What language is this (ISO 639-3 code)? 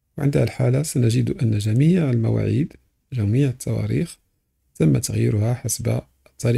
ara